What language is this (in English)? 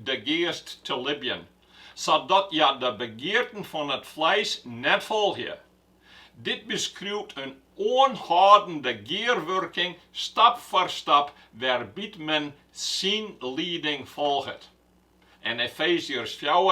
Western Frisian